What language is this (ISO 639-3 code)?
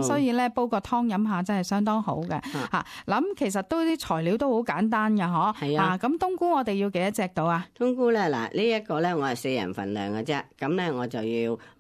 yue